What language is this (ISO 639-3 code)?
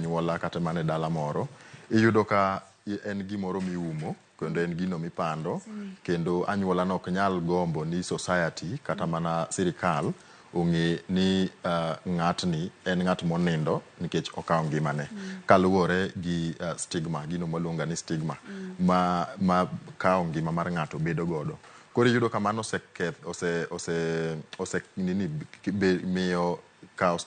luo